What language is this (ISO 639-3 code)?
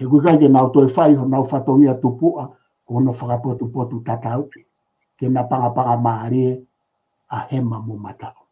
ton